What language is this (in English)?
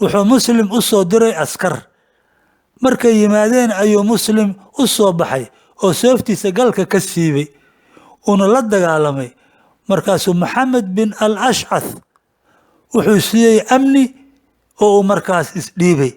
Somali